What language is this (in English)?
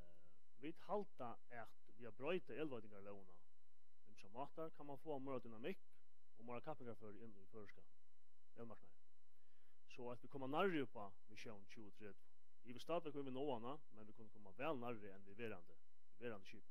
Faroese